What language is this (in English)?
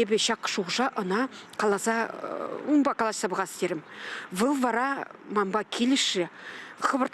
Chuvash